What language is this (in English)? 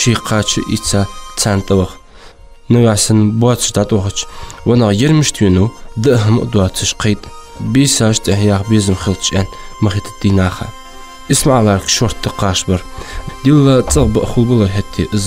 Ingush